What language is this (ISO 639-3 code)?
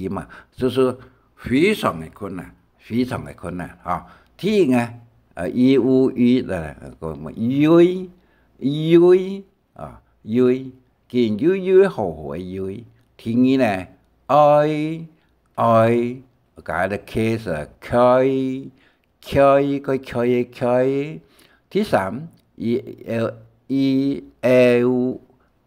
hak